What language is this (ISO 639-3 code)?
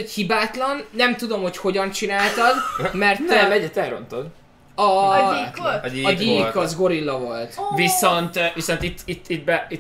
hun